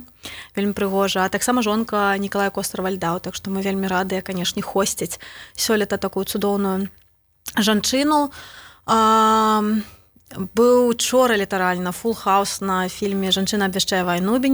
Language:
Belarusian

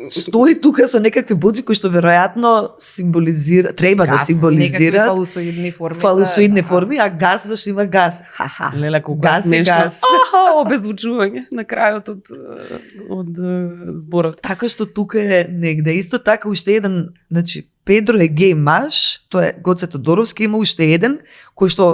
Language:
Macedonian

